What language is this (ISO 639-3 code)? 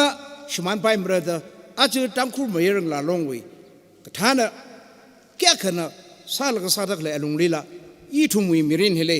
nmf